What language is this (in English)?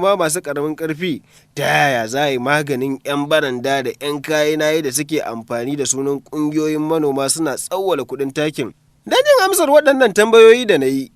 Hausa